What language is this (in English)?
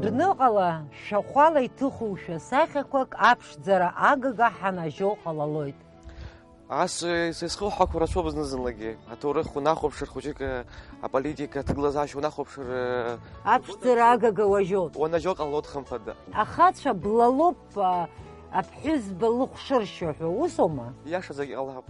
Abkhazian